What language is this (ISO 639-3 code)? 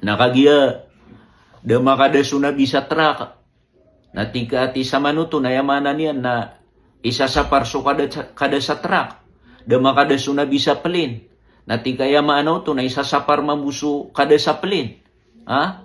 mrw